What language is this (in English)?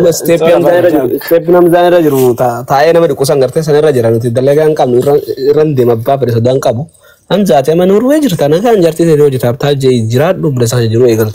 Oromo